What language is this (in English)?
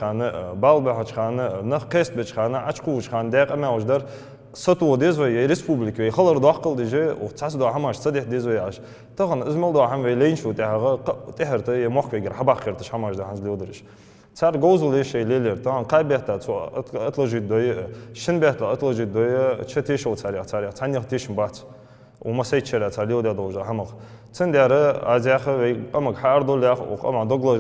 Ingush